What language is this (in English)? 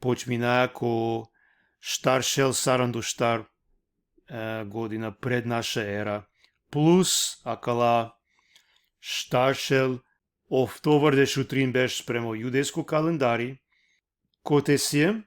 Balkan Romani